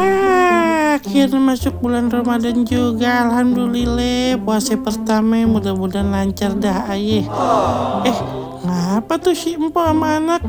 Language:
Betawi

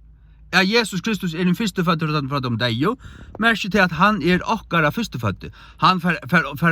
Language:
Faroese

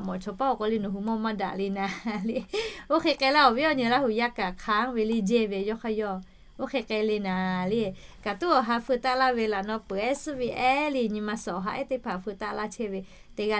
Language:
Lahu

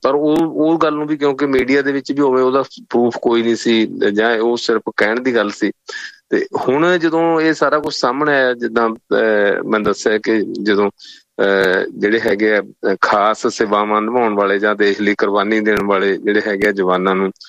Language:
Punjabi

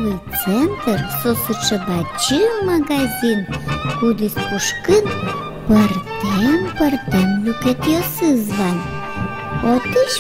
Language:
Udmurt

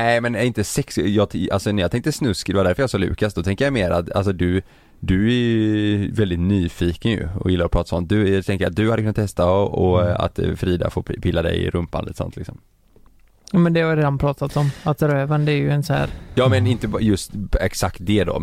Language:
Swedish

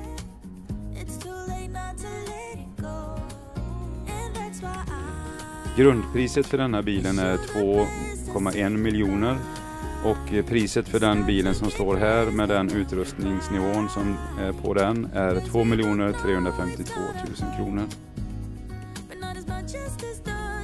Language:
Swedish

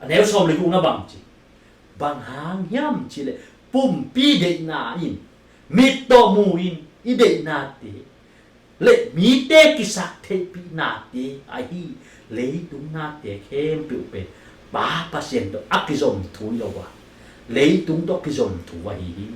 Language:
Tedim Chin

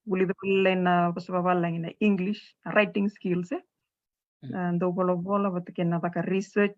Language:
Fijian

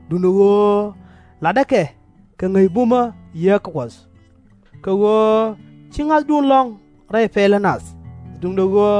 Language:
Nuer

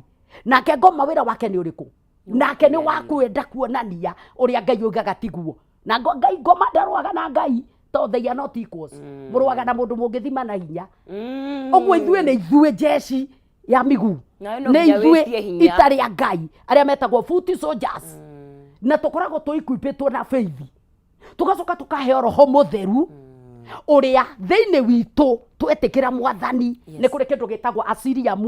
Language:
Kikuyu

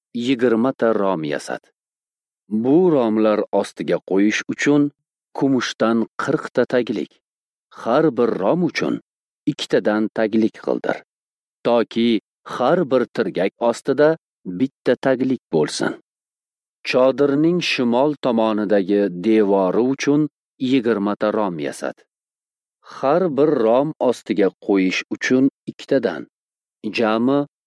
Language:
Uzbek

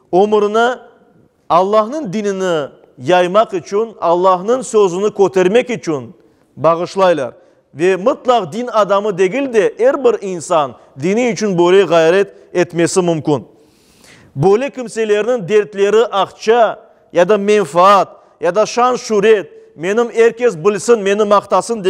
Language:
Crimean Tatar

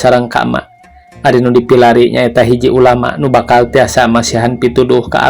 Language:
Sundanese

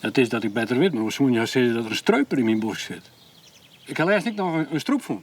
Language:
Western Frisian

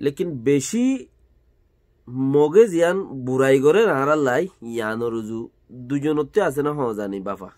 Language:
Rohingya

